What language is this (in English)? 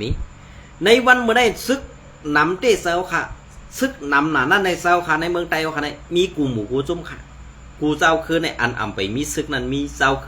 Shan